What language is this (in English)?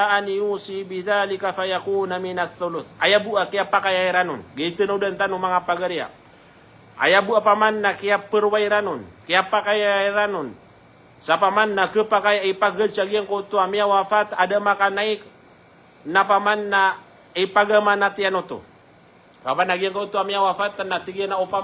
Maranao